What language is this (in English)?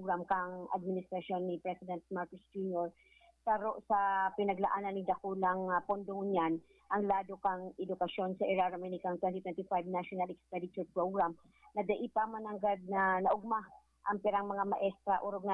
Bikol